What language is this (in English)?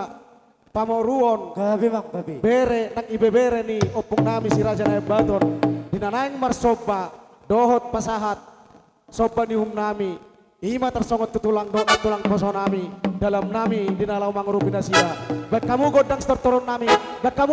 Batak Toba